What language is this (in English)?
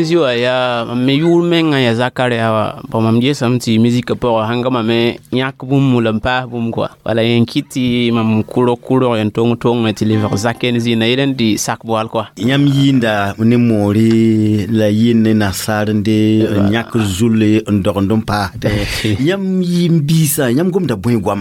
Mossi